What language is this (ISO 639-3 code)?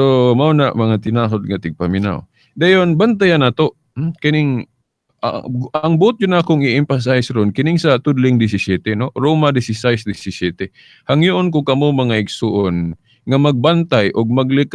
ceb